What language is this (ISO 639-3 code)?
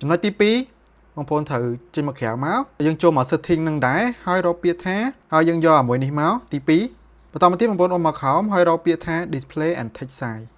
khm